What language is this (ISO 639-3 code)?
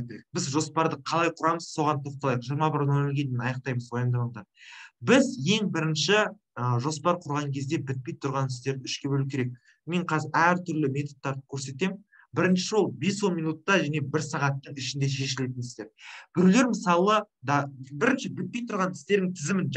kaz